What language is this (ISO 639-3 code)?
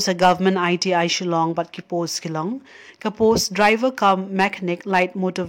kha